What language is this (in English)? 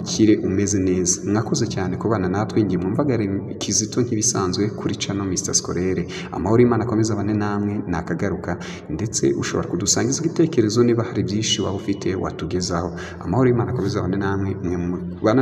Kinyarwanda